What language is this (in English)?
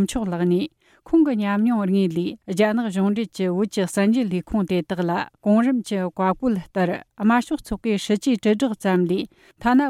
Tibetan